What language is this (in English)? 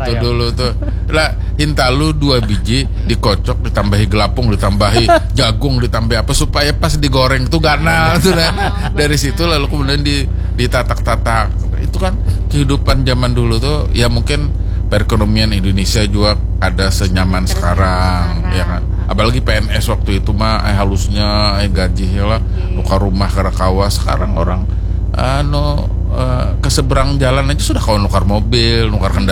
Banjar